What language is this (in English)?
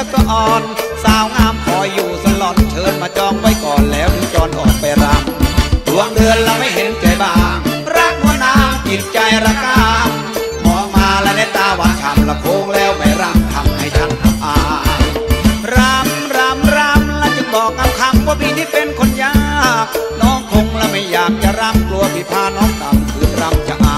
Thai